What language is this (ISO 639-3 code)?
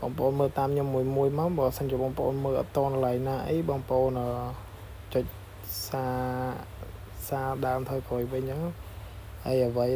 khm